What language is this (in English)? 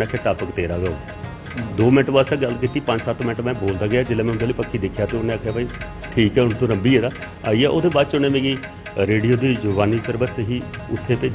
Dogri